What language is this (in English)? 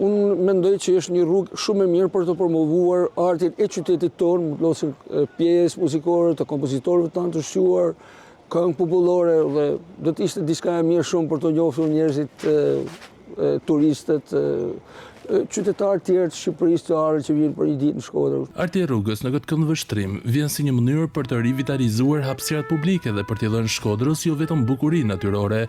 Albanian